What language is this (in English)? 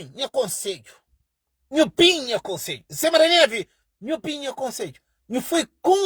Kabuverdianu